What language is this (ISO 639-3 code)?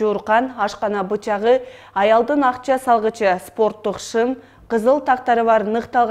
kir